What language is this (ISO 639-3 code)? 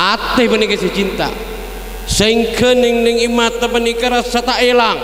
mad